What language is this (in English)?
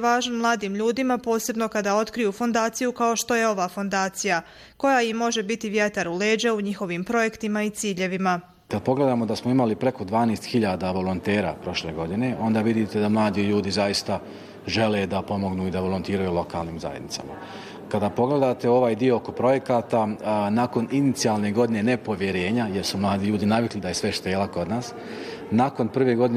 Bosnian